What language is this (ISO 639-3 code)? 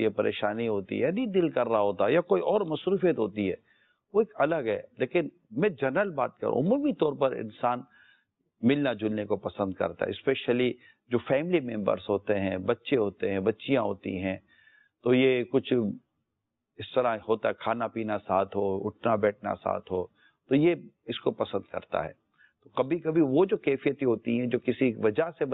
urd